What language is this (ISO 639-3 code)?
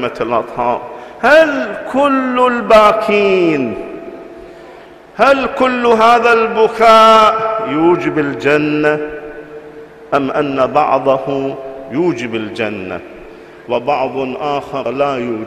ara